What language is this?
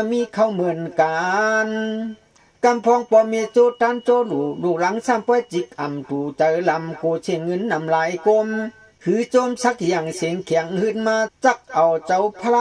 Shan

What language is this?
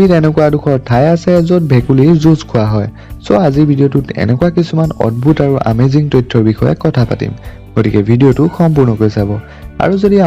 Assamese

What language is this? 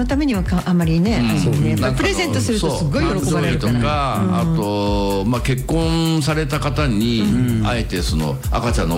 Japanese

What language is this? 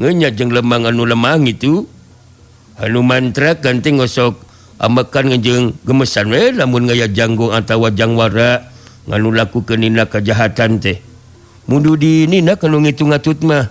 Sundanese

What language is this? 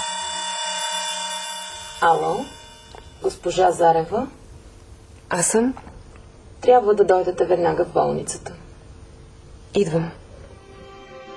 Bulgarian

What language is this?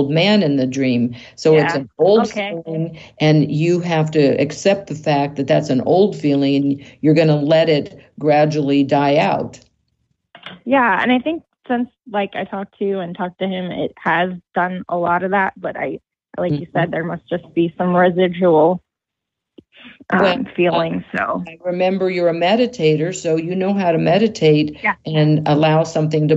English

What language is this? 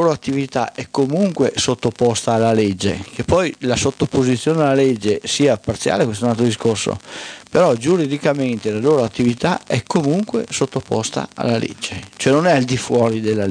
Italian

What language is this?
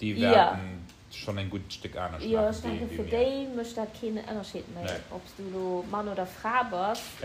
Luxembourgish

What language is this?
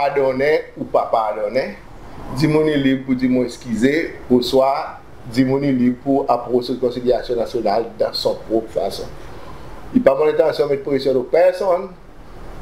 Seselwa Creole French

